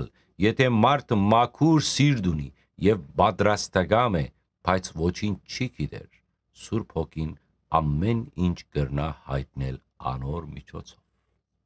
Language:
Western Armenian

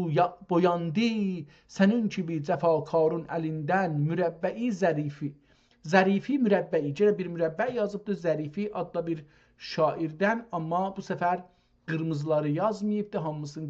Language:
South Azerbaijani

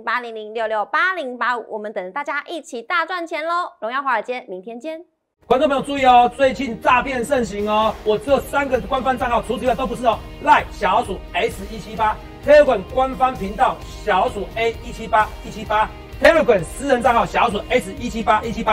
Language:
Chinese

